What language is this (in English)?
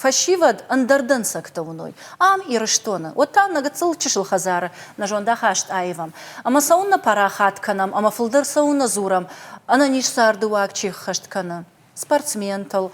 Ossetic